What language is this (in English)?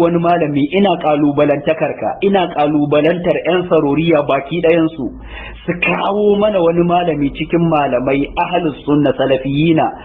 Hausa